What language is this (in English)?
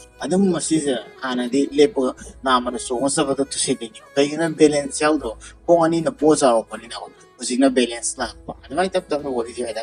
Manipuri